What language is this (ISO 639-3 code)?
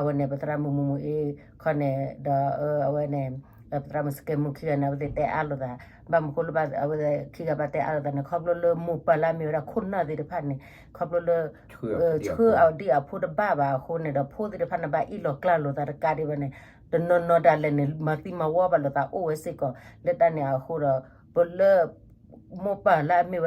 ksw